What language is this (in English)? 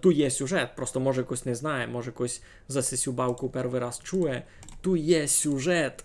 Rusyn